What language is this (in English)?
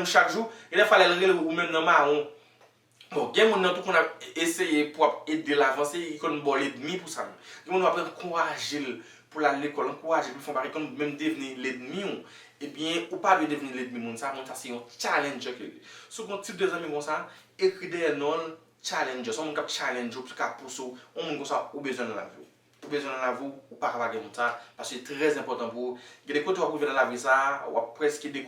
Haitian Creole